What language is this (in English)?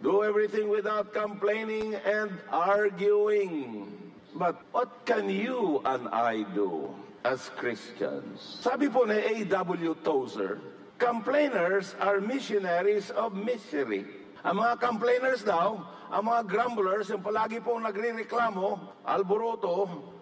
Filipino